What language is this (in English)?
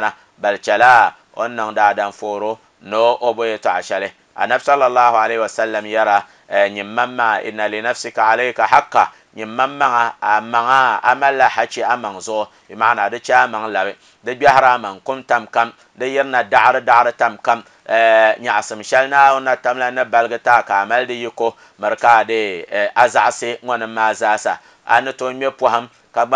Dagbani